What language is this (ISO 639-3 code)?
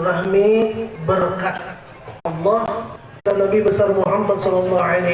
bjn